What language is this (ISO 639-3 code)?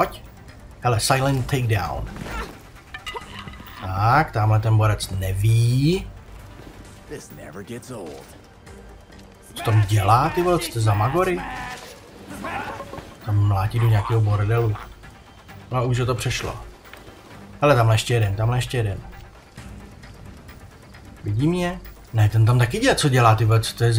ces